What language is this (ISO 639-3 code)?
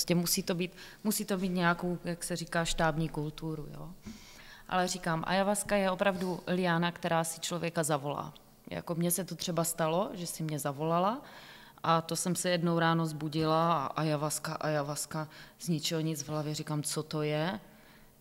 ces